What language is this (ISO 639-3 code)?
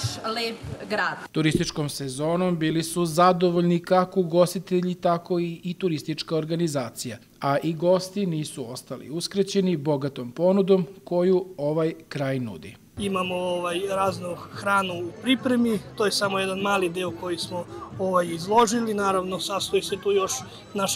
srp